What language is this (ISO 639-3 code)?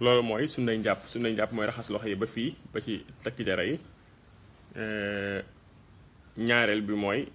wol